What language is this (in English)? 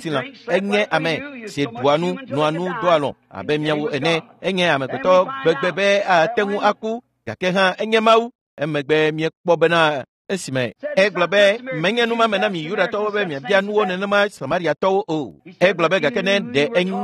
Ewe